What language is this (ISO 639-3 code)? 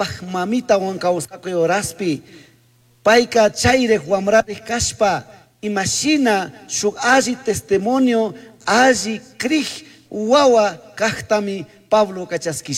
qug